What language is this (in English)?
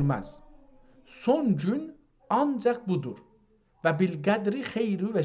South Azerbaijani